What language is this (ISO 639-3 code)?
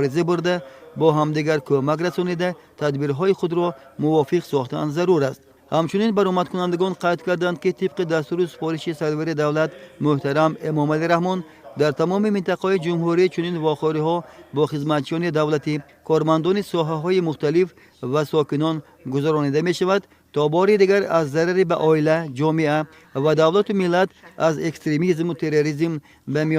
tgk